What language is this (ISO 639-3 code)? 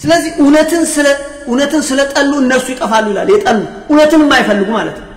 amh